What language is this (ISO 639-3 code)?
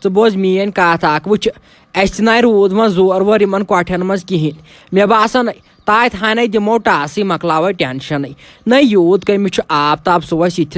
kas